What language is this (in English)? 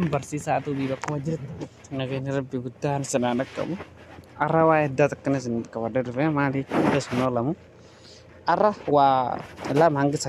Oromo